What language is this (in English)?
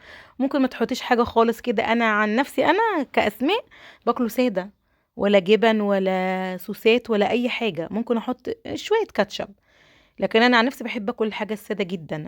Egyptian Arabic